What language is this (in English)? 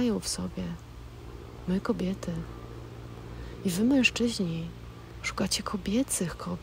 Polish